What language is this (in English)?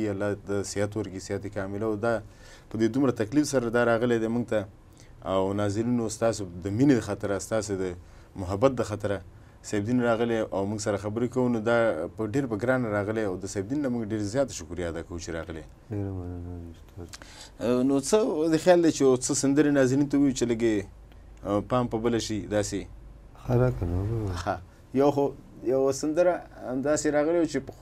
Pashto